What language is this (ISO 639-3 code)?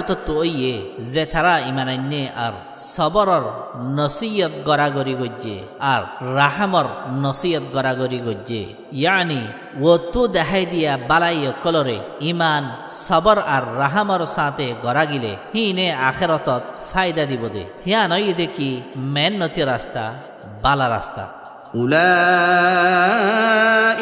rhg